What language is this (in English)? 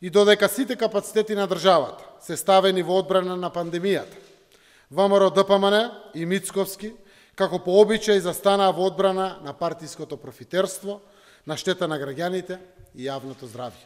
Macedonian